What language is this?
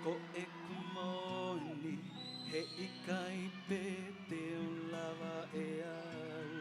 Tongan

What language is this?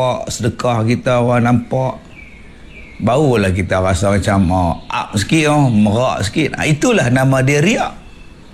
Malay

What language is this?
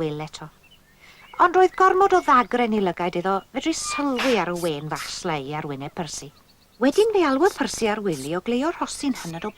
Welsh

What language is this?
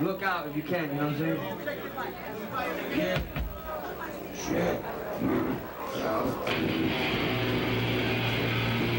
English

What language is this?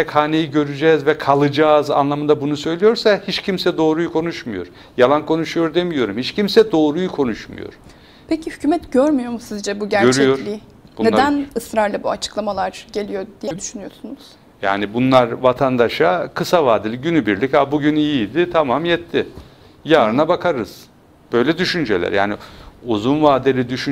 Turkish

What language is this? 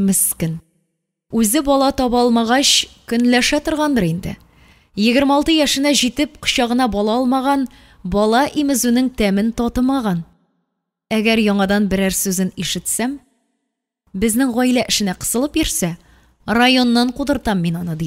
Tatar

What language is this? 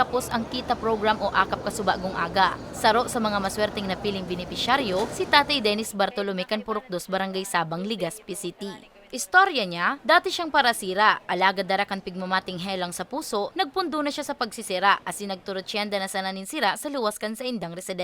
Bikol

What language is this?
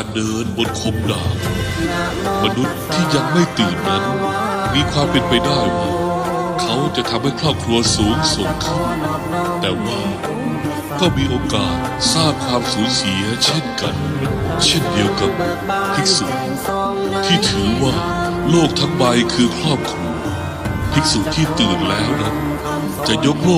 Lao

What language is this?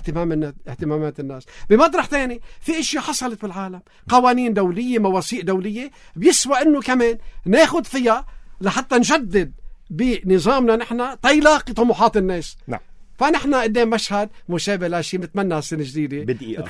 North Levantine Arabic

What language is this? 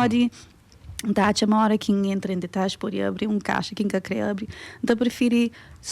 Kabuverdianu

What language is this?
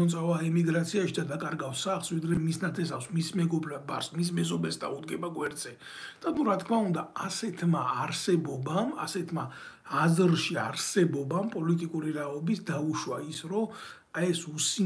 Georgian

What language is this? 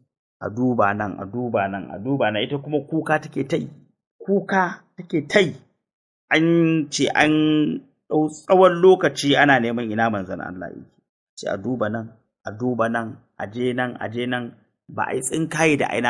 Hausa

